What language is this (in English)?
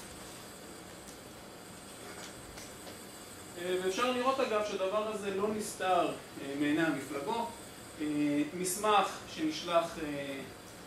Hebrew